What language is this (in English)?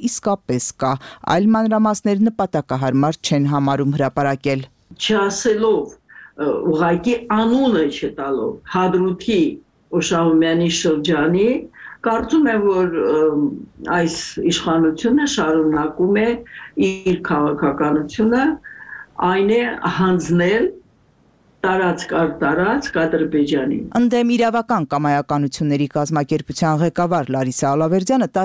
Armenian